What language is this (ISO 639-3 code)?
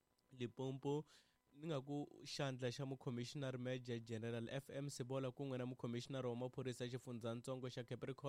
tso